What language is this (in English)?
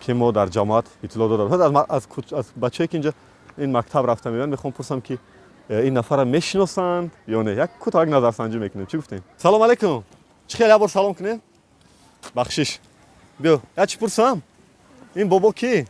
Tajik